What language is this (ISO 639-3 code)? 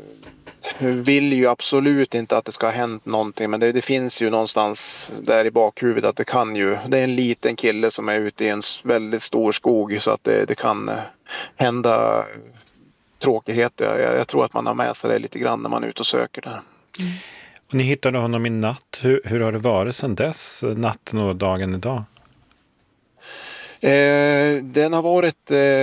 swe